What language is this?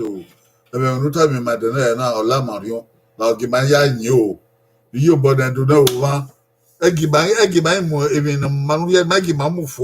Bini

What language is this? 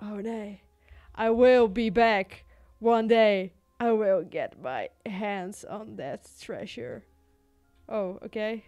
Western Frisian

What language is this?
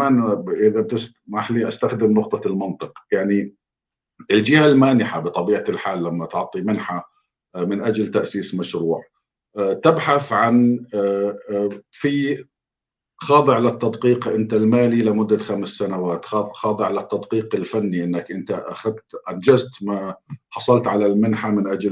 North Levantine Arabic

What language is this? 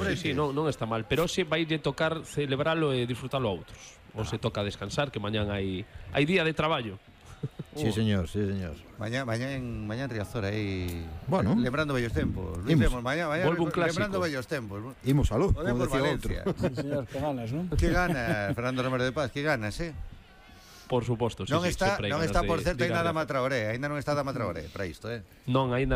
Galician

